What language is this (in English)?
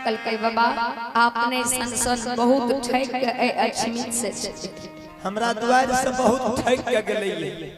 Maithili